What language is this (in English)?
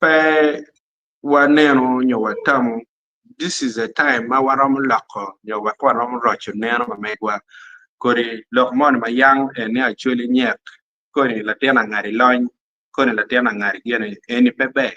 Acoli